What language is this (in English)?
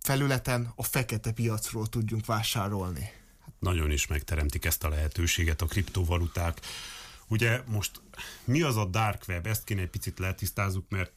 Hungarian